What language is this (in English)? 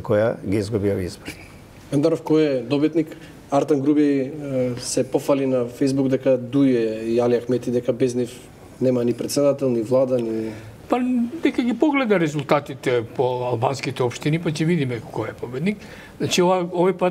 Macedonian